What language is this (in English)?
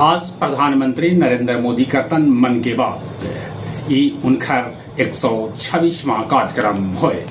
Magahi